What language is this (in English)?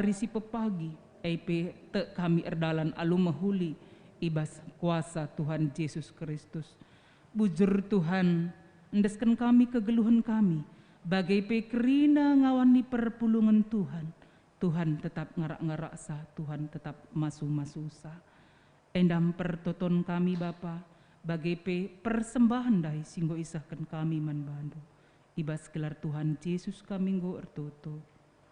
Batak Karo